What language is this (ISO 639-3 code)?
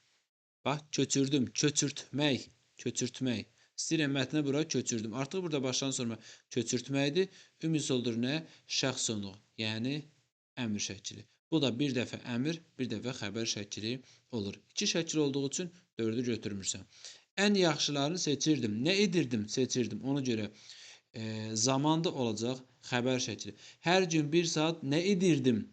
aze